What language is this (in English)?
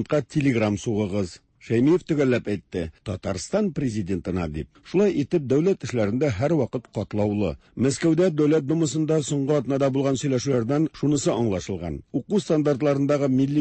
Tatar